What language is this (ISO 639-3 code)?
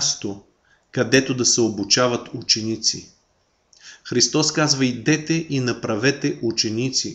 bul